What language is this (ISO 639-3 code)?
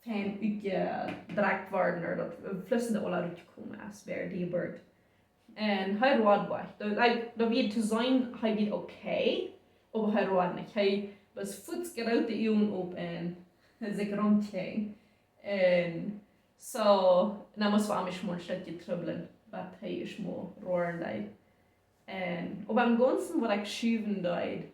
pdt